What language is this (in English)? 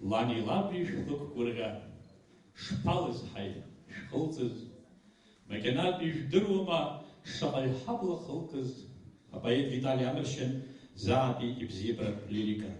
Abkhazian